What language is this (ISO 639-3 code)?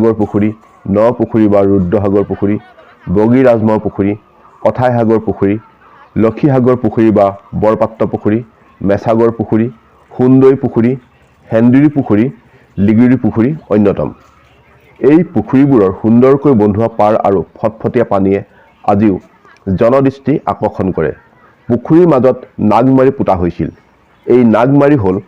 asm